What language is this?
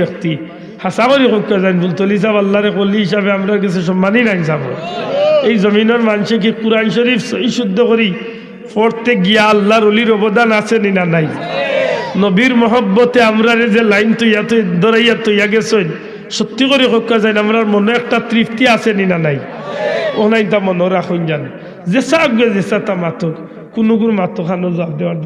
Sylheti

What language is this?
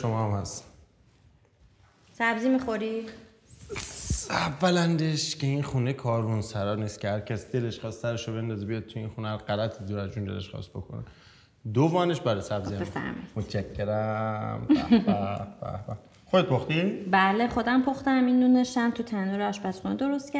Persian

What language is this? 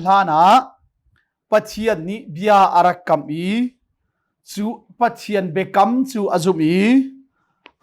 Hakha Chin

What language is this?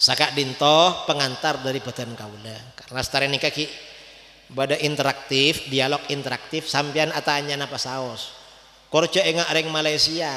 Madurese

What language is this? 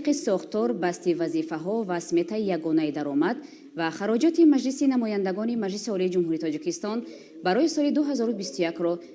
Tajik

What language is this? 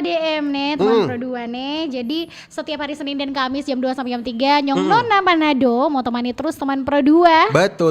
Manado Malay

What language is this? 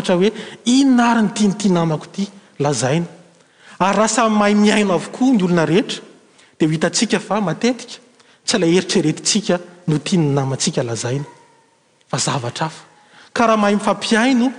Malagasy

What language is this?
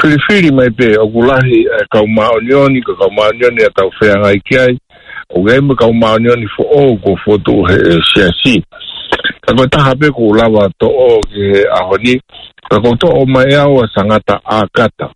Tongan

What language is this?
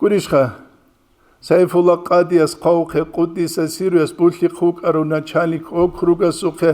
Avaric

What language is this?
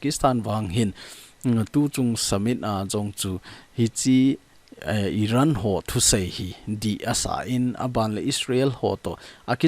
Thado Chin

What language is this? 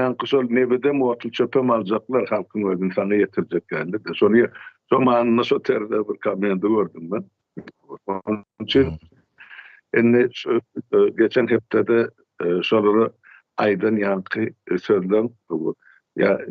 Turkmen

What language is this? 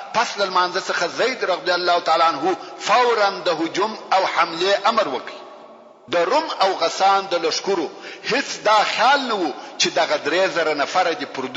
Pashto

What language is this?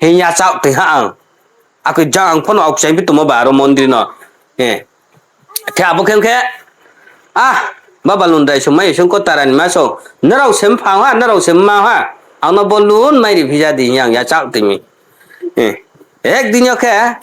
Riang (India)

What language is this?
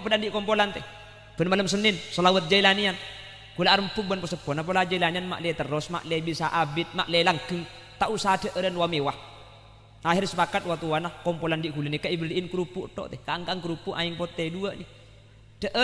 Madurese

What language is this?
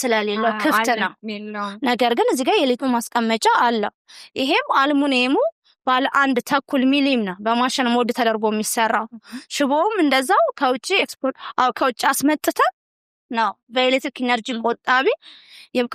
Amharic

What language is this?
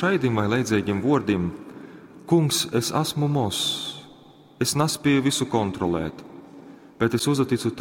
Latgalian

